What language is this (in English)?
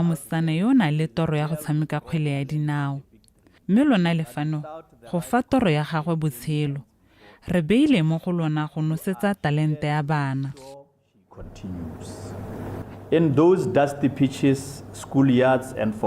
Tswana